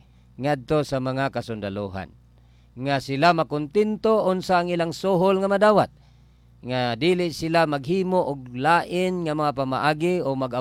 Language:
Cebuano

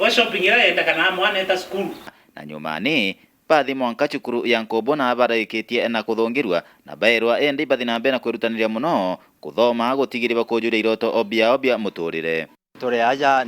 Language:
Meru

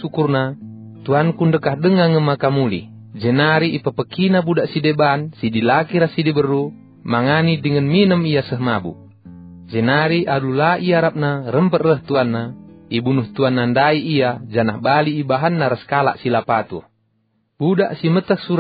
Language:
Batak Karo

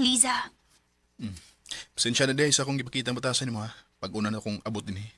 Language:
Cebuano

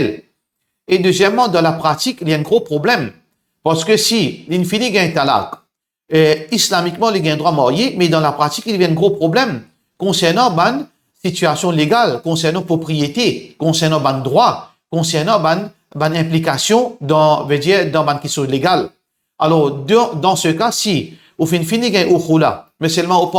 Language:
Morisyen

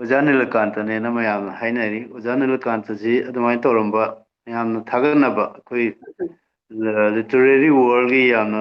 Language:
Manipuri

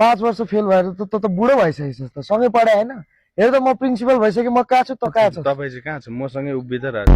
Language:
Nepali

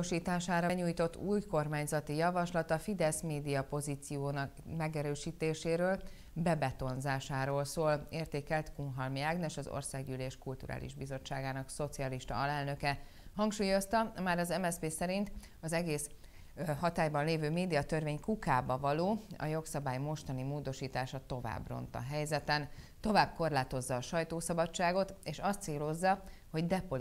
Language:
Hungarian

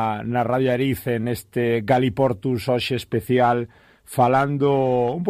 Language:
Galician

